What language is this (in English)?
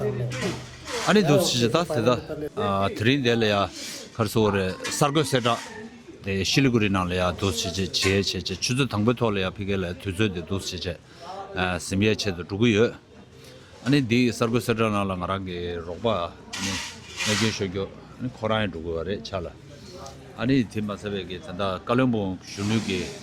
Tibetan